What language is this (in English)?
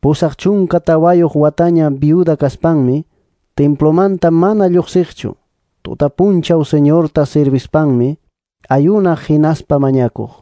Ayacucho Quechua